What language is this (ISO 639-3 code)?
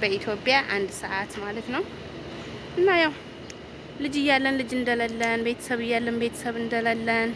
amh